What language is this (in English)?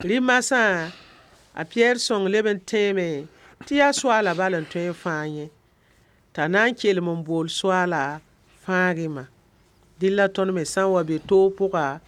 Mossi